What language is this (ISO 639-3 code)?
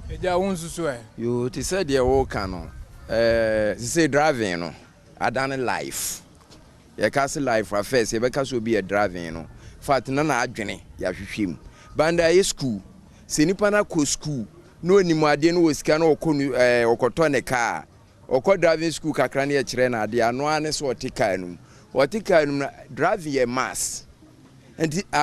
aka